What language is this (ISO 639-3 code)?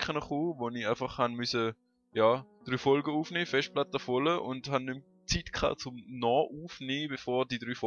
gsw